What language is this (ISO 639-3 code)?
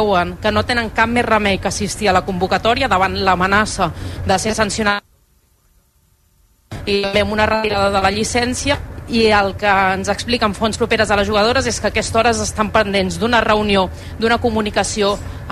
cat